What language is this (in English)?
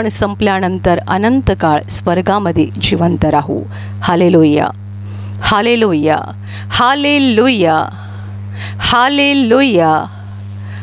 Marathi